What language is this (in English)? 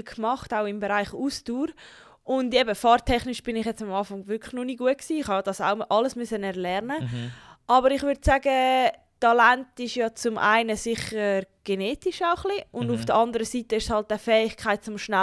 Swiss German